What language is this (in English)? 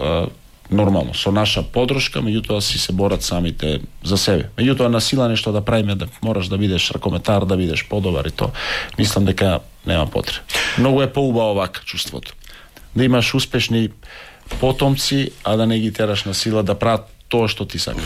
Macedonian